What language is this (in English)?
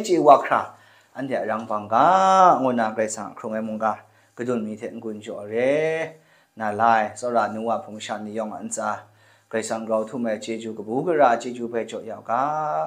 Kachin